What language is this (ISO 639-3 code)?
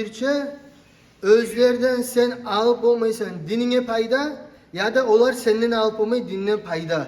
kum